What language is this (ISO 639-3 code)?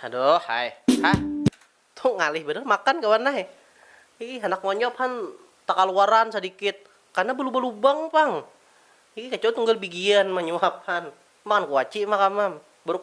bjn